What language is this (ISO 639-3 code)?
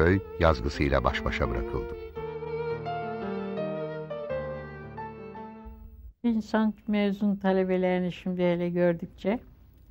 tur